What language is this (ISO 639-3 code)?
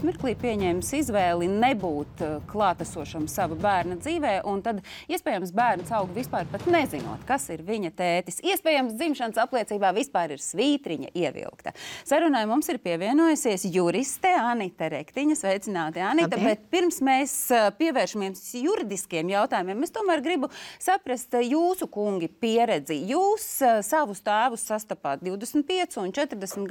lav